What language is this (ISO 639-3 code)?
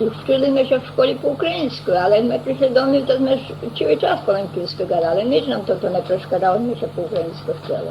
rue